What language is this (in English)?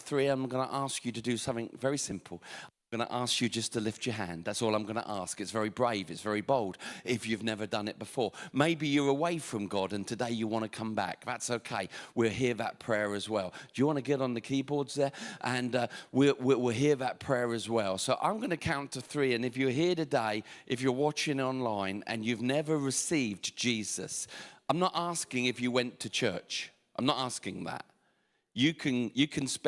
English